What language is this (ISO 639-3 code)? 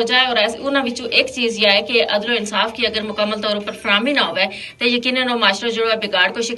gju